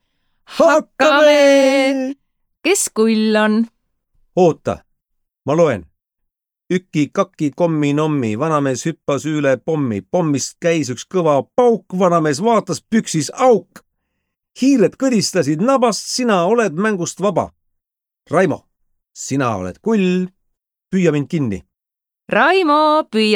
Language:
Estonian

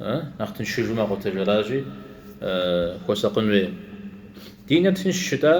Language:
Kabardian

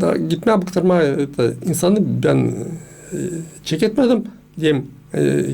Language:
Gagauz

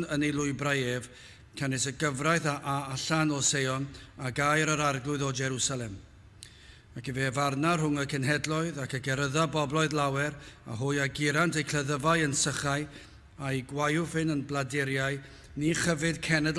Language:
Welsh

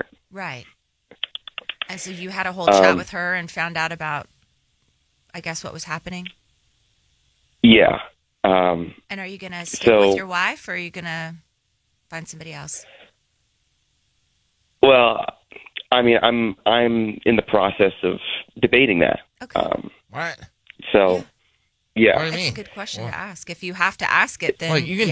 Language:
English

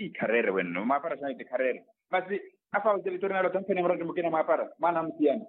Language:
Makhuwa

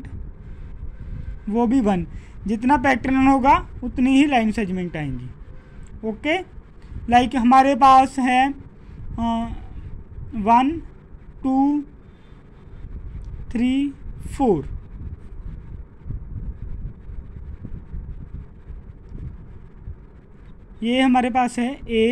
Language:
Hindi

